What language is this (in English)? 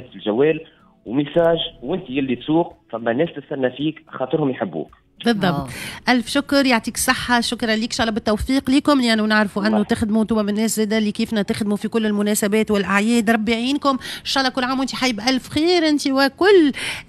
Tunisian Arabic